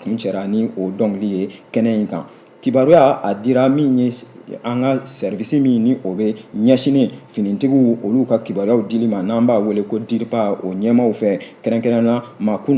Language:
Bambara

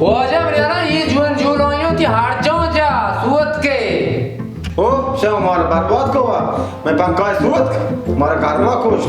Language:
Baluchi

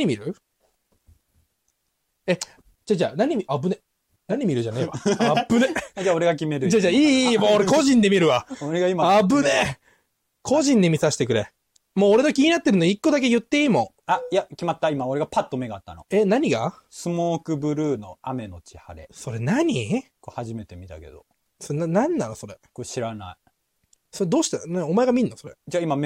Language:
Japanese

